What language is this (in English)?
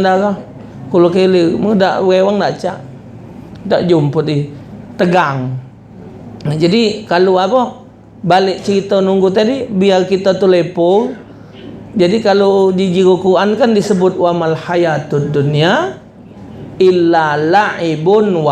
Musi